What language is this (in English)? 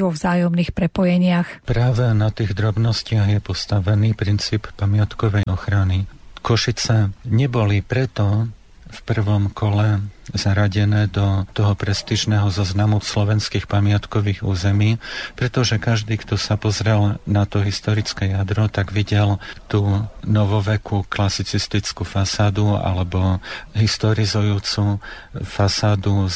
Slovak